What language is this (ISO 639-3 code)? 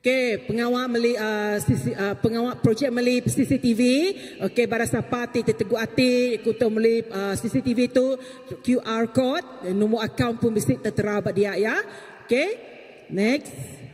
iba